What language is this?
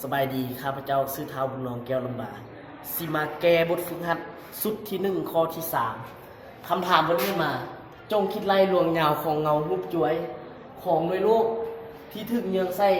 Lao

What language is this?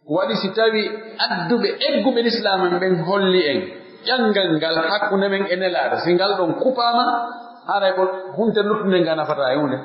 Pular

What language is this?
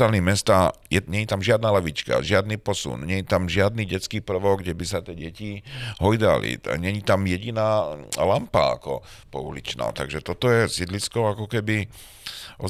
Slovak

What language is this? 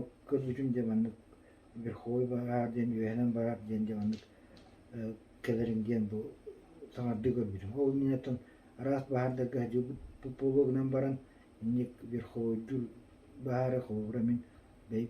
Yakut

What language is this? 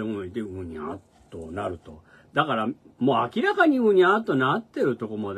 Japanese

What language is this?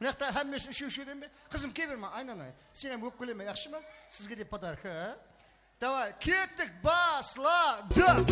Kara-Kalpak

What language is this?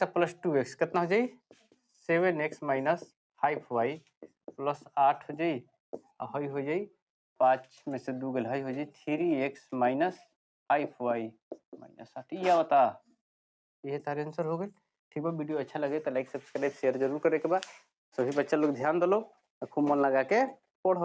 Bhojpuri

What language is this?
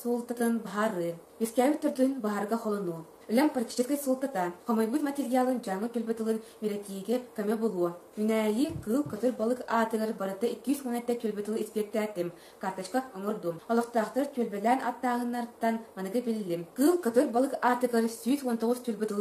Yakut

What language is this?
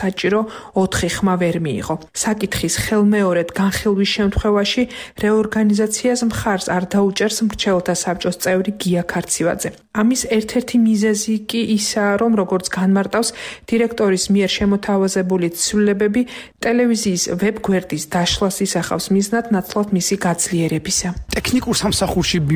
Georgian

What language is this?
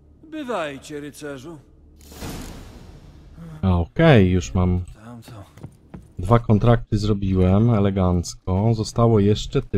Polish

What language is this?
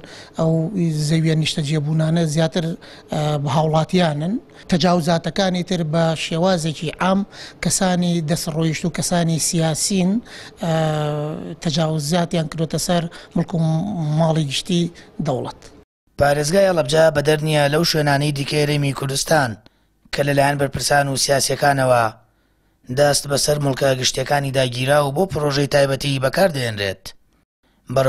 Central Kurdish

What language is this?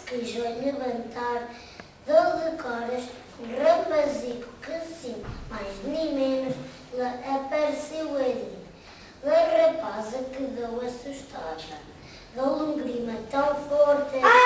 Mirandese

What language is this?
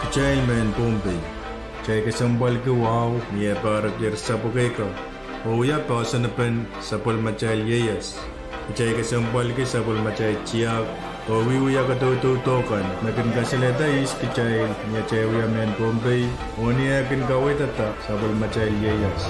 Pohnpeian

